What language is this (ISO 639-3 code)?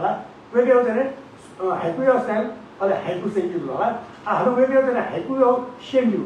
new